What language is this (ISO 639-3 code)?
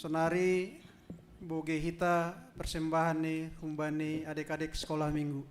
bts